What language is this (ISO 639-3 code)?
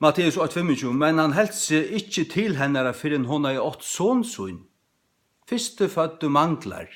fao